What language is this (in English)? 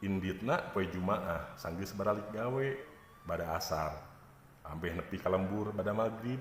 Sundanese